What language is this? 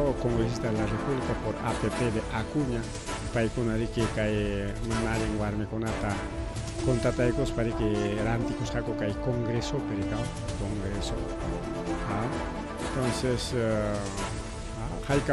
Ayacucho Quechua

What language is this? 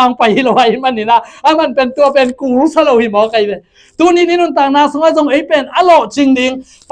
Tedim Chin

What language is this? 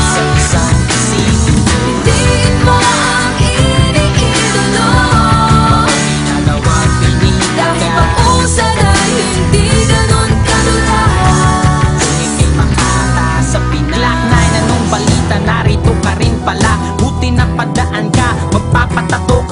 Filipino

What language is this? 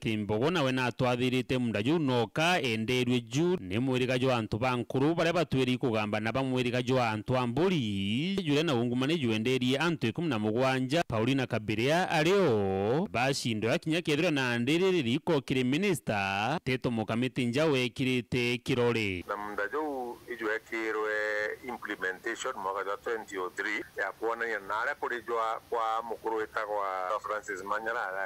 Meru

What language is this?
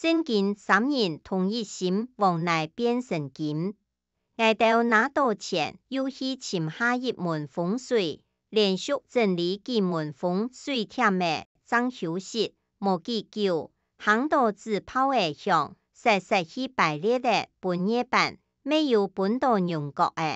Hakka Chinese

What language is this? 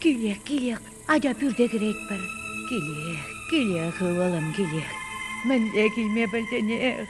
Chuvash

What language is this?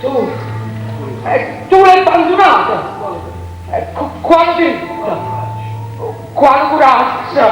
Neapolitan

